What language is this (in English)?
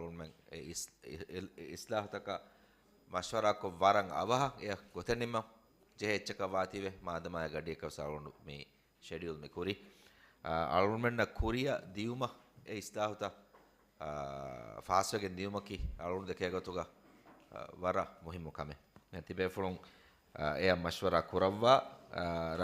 Divehi